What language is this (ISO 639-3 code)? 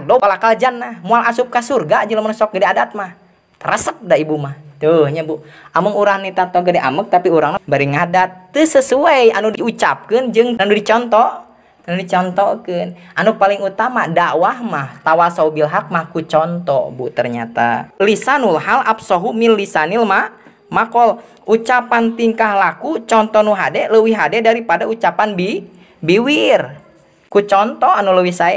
sun